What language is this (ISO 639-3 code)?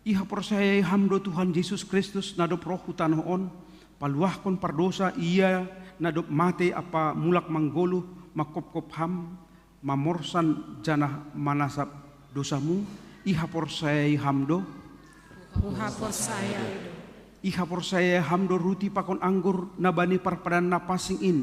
bts